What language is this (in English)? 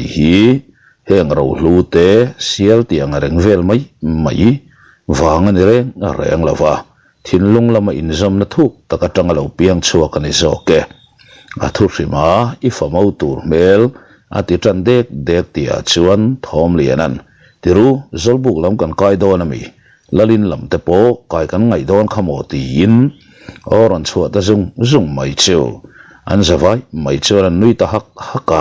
Mizo